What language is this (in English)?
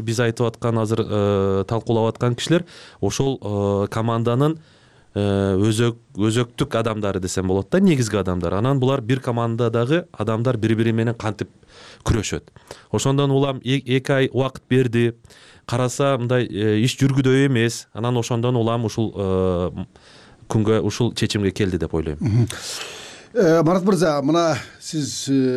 Kyrgyz